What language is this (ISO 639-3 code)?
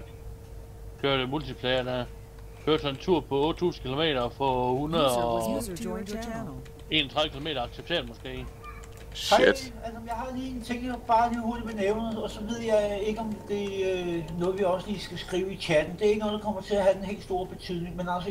dan